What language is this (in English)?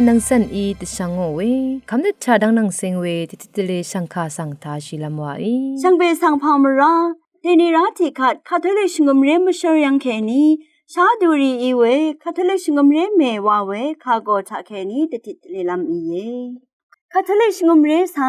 Rawang